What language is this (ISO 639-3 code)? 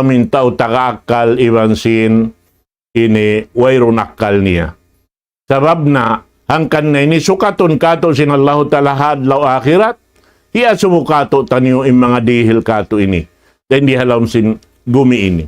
tsg